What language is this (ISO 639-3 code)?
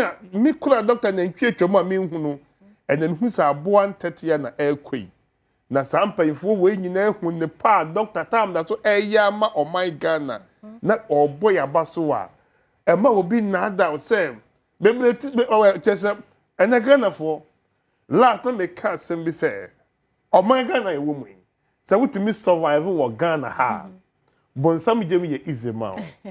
aka